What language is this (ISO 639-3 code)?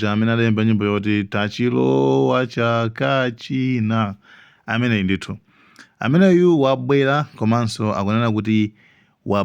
nya